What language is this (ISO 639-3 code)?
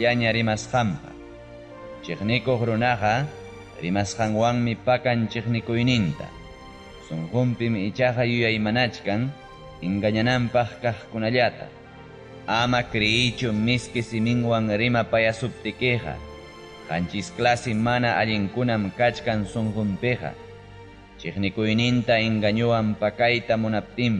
quy